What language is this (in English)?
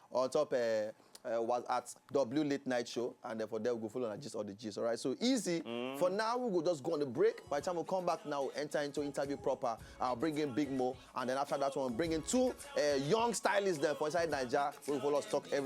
Nigerian Pidgin